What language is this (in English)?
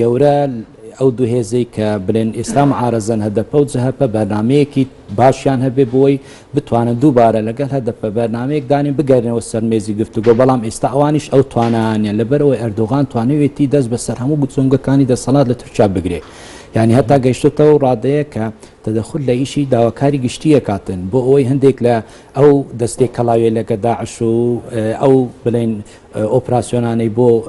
Central Kurdish